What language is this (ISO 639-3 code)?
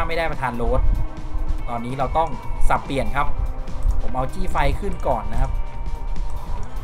tha